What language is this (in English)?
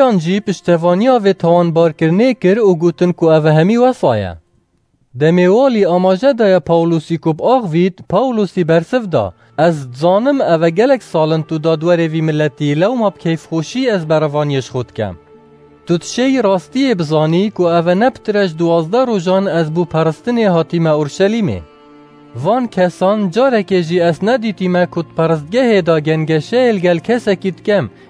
Kurdish